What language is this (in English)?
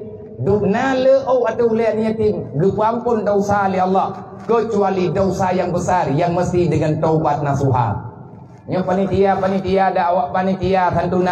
Achinese